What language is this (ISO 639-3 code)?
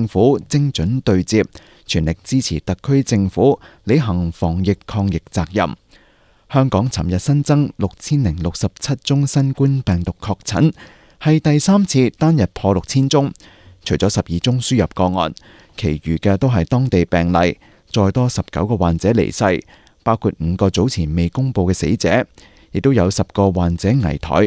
yue